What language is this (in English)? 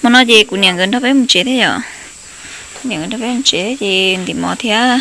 Hmong